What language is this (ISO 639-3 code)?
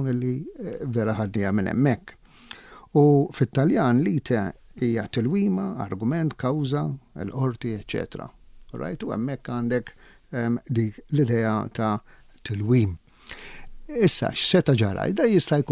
mlt